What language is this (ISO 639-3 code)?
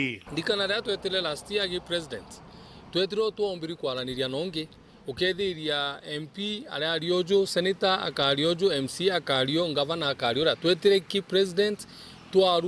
mer